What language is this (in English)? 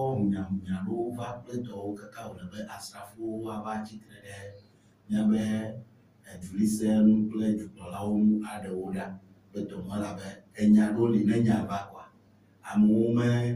Ewe